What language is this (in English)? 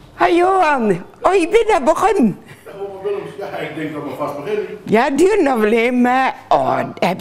Dutch